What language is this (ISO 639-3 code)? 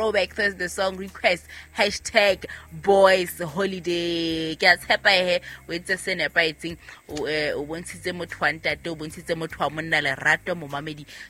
sot